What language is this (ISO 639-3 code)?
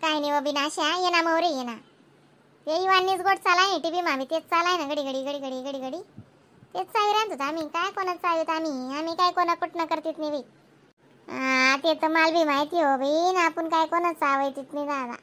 khn